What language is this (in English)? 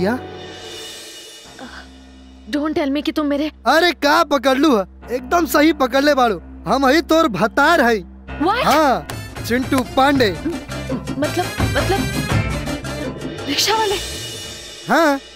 Bhojpuri